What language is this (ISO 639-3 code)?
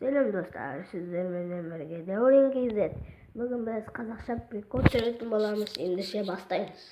kaz